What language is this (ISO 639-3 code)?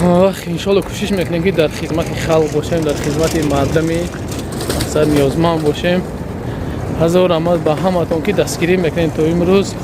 tgk